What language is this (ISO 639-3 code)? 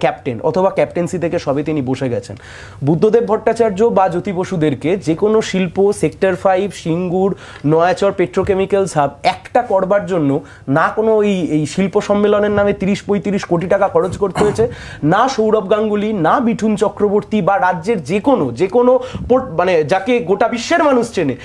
ben